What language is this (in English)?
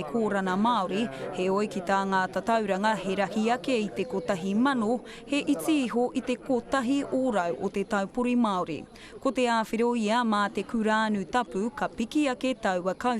Māori